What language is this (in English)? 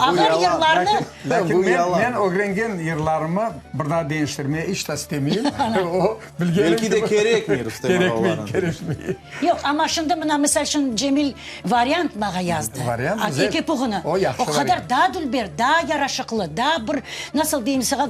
Crimean Tatar